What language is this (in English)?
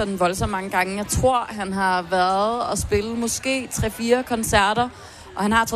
Danish